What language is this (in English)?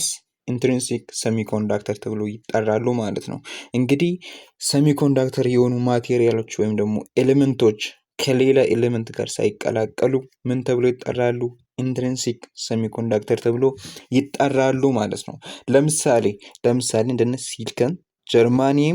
Amharic